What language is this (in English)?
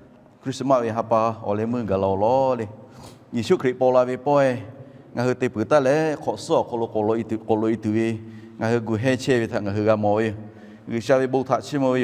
Lahu